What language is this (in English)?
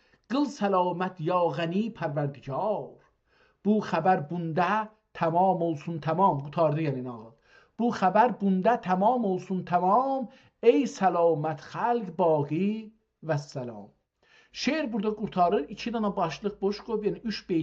South Azerbaijani